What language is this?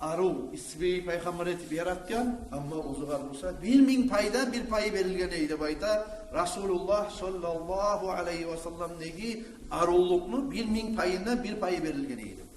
Kumyk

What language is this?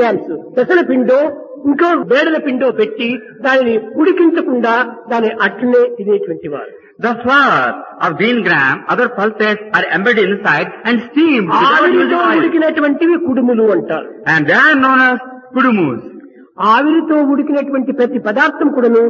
Telugu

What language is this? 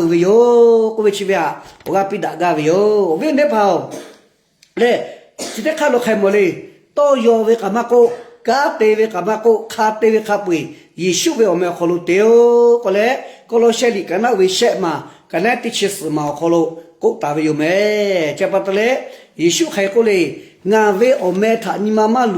Lahu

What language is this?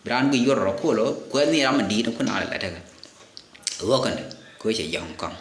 Nuer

